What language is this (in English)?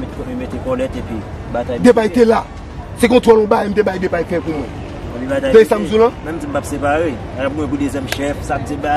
Haitian Creole